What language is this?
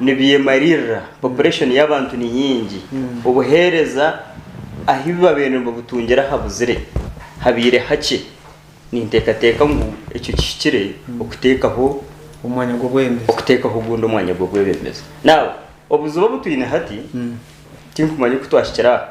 Nyankole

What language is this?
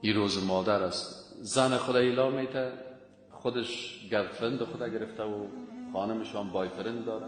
Persian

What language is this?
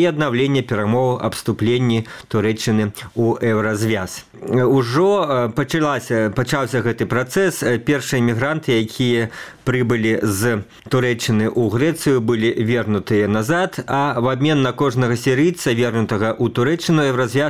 Belarusian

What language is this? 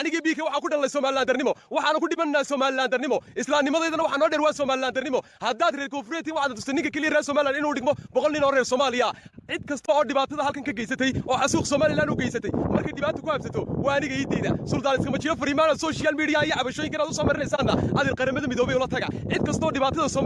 Somali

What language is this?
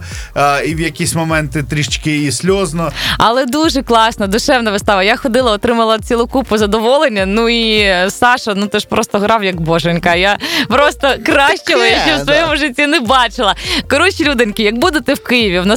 Ukrainian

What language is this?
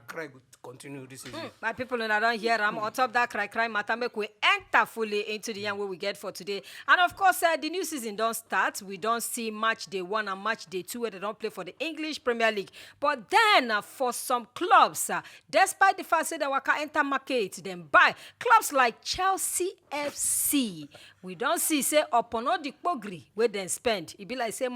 Nigerian Pidgin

